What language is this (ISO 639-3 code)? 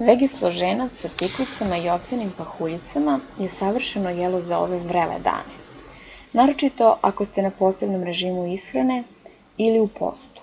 srp